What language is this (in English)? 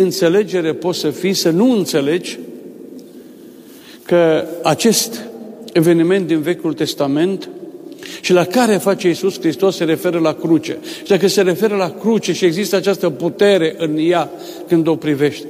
Romanian